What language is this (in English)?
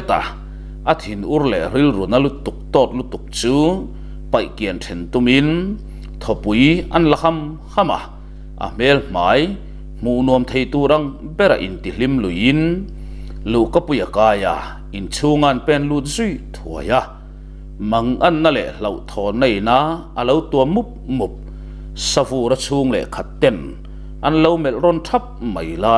Mizo